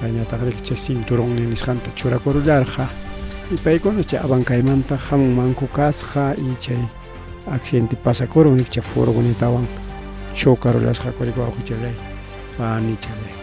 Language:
Ayacucho Quechua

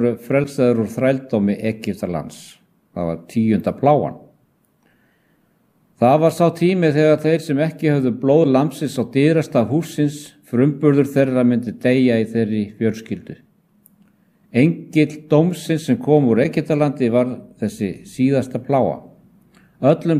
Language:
Icelandic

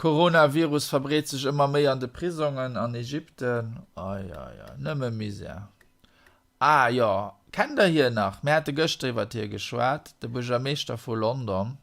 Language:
Luxembourgish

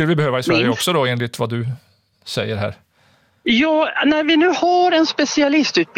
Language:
Swedish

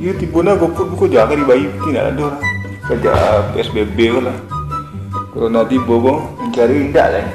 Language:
Minangkabau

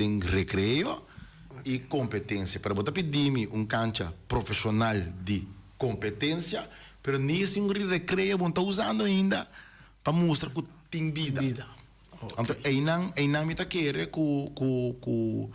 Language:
Papiamento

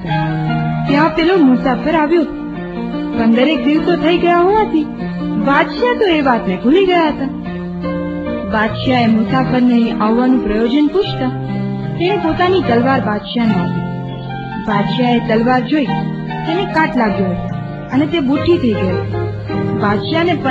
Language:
Gujarati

